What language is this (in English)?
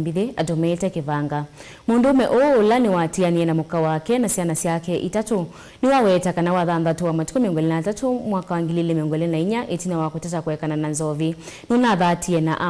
Kamba